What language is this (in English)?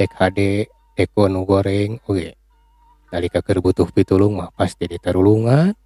Sundanese